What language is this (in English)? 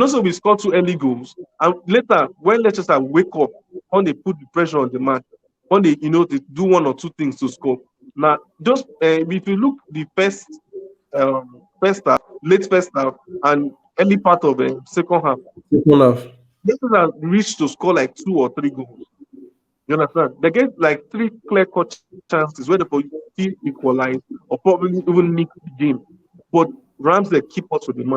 Nigerian Pidgin